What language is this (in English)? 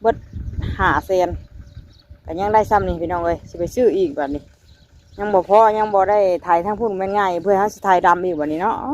Northeastern Thai